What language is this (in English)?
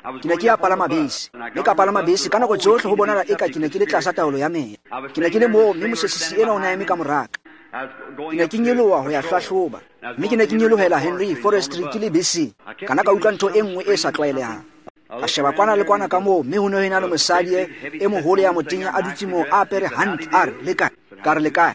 Tswana